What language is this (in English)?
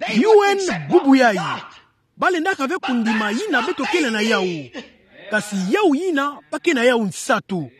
Kituba (Democratic Republic of Congo)